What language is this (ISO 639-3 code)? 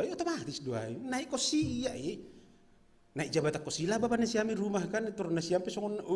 bts